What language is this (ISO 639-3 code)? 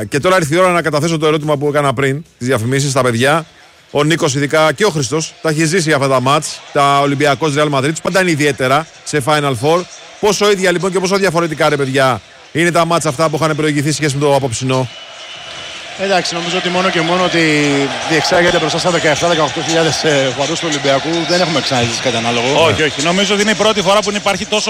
ell